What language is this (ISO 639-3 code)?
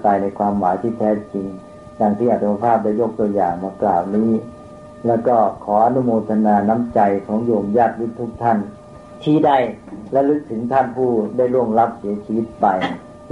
tha